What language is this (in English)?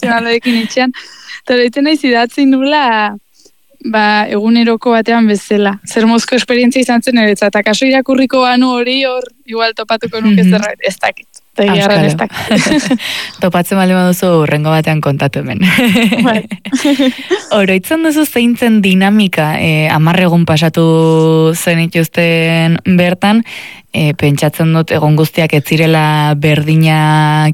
Basque